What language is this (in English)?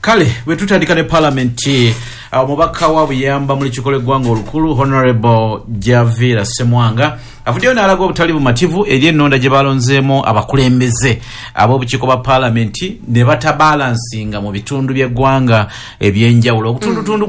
Ganda